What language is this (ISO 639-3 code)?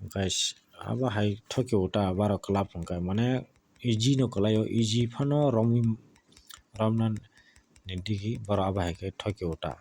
trp